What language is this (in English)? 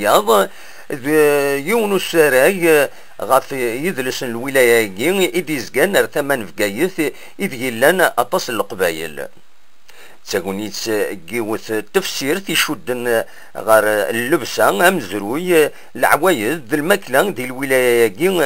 Kabyle